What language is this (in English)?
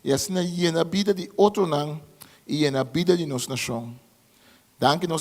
Papiamento